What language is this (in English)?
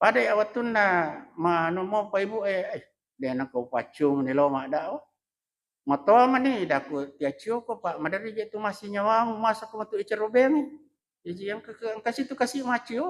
Buginese